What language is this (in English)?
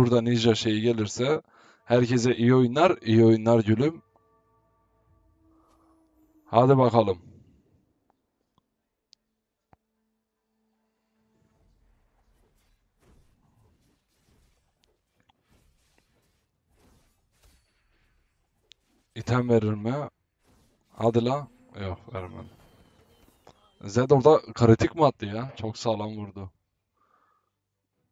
Turkish